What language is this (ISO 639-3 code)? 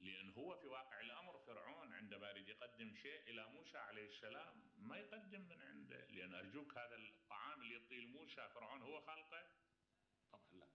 acm